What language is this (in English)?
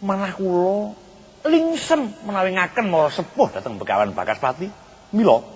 Javanese